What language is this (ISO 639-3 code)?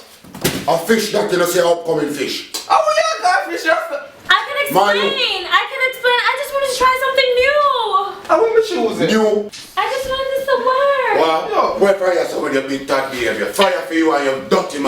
jam